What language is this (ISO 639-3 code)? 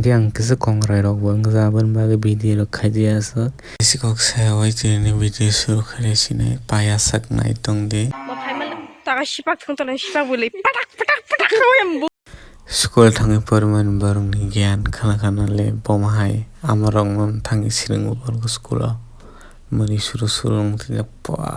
trp